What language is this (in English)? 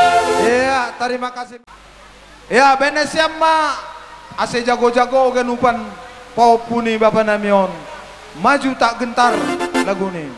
Batak Simalungun